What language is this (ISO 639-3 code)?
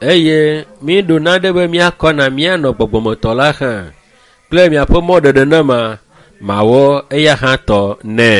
ewe